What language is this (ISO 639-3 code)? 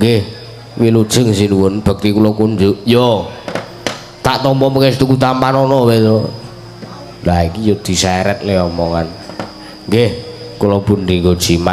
jav